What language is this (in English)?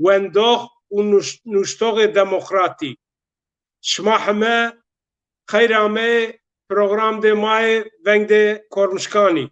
Zaza